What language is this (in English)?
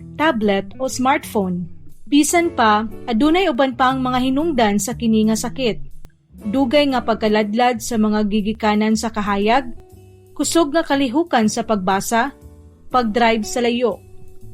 Cebuano